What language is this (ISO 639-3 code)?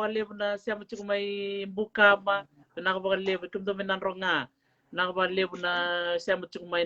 fij